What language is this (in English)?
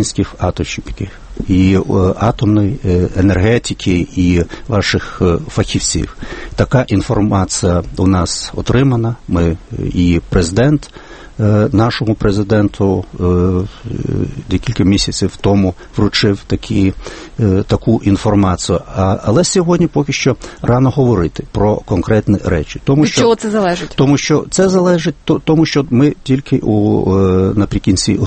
Ukrainian